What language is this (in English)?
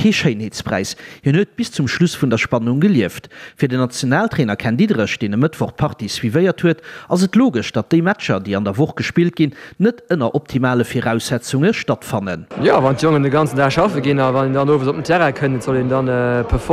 Luxembourgish